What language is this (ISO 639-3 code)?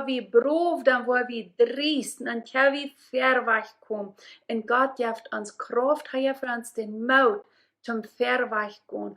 pdt